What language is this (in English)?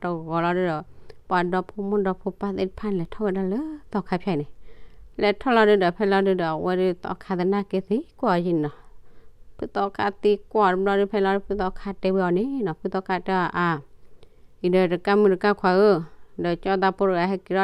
S'gaw Karen